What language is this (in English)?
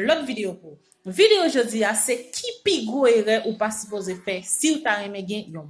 Haitian Creole